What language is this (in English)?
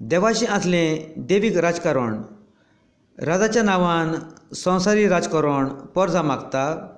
Konkani